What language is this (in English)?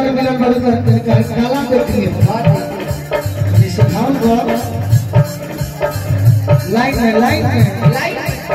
Bhojpuri